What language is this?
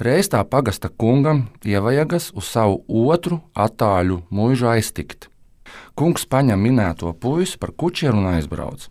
Latvian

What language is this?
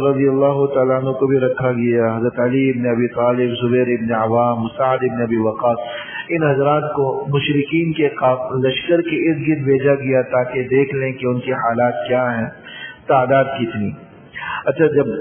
Urdu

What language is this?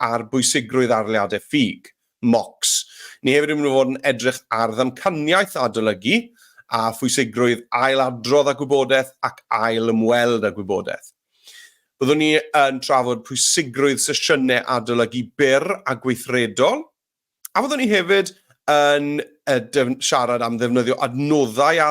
Welsh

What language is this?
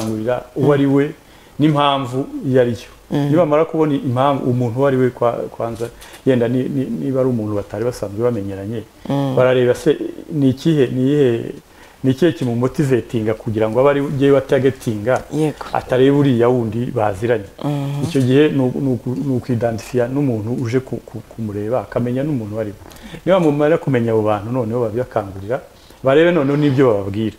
Kinyarwanda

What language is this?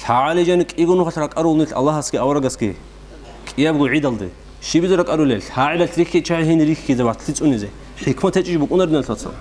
Avaric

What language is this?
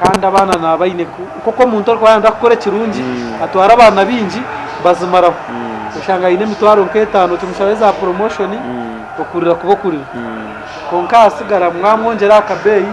Nyankole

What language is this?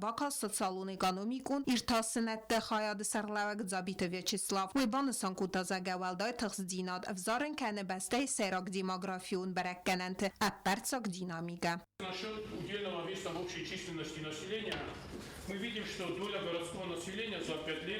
Ossetic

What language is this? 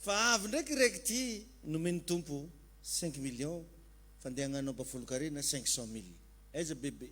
Malagasy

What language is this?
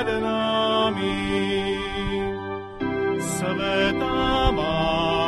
Slovak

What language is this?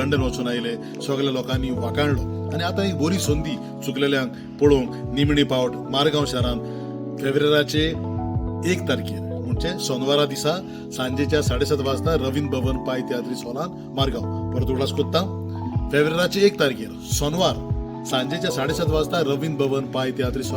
Konkani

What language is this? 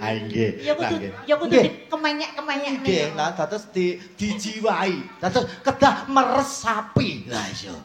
Javanese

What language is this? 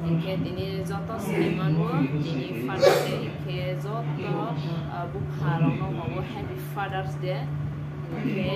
Kok Borok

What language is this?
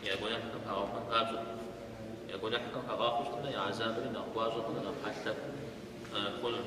Kabardian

